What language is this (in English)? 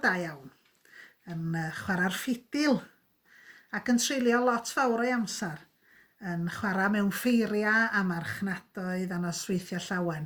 Welsh